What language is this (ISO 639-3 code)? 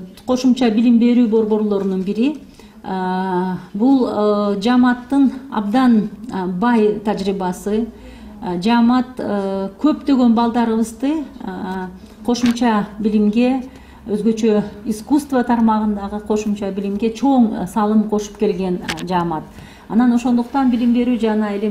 kir